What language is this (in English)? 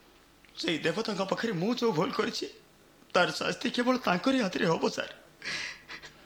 Odia